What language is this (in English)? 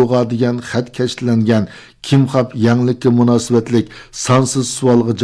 Uyghur